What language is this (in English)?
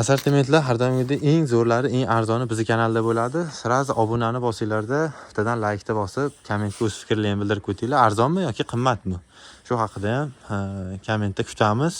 Uzbek